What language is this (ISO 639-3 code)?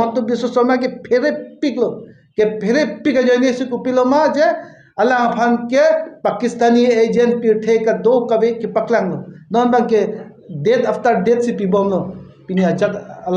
mjw